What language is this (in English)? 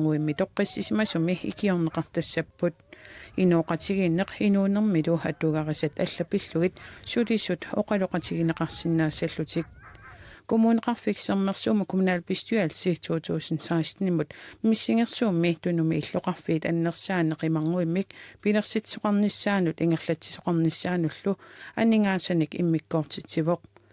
Kalaallisut